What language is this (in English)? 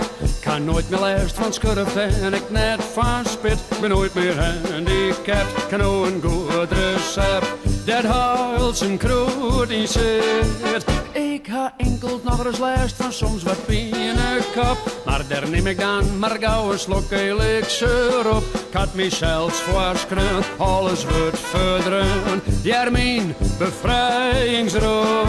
Western Frisian